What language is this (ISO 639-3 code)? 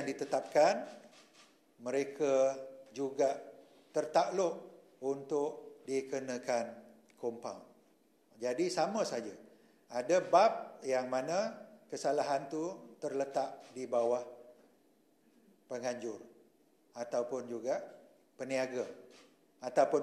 msa